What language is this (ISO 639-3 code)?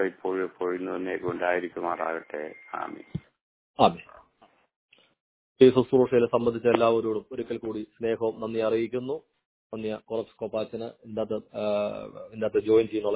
mal